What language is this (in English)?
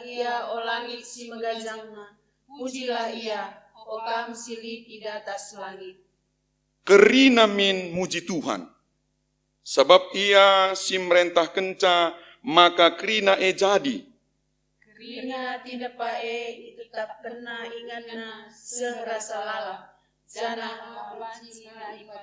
Batak Karo